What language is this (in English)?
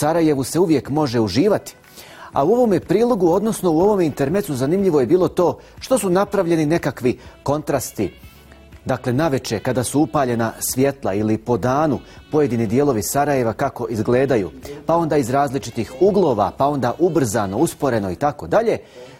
Bosnian